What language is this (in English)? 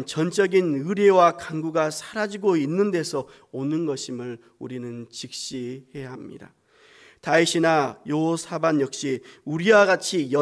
Korean